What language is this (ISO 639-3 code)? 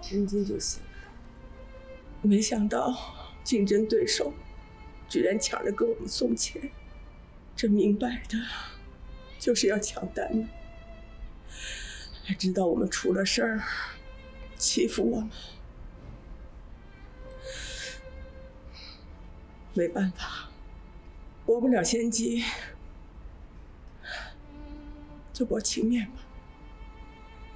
zho